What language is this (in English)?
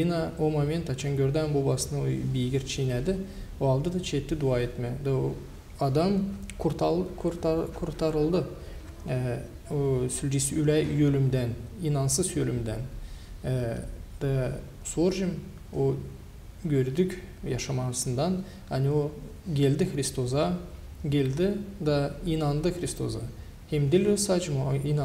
Gagauz